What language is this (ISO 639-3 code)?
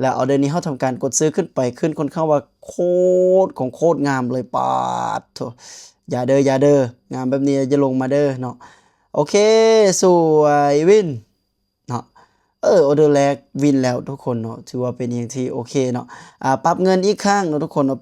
lao